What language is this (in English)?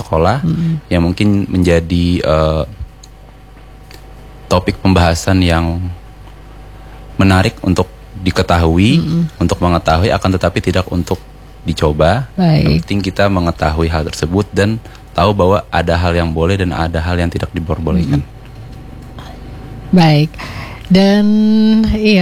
Indonesian